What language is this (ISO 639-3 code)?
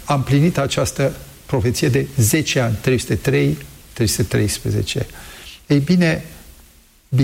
ron